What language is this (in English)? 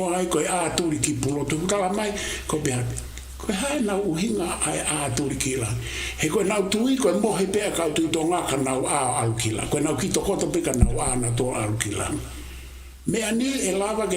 Tongan